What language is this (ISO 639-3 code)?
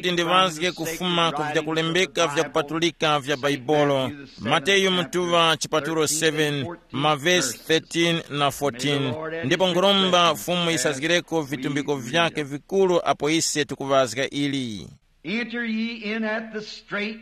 tum